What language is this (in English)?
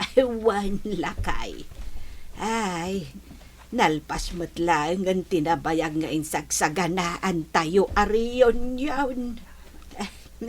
Iloko